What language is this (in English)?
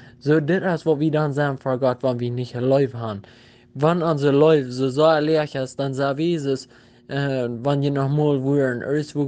Plautdietsch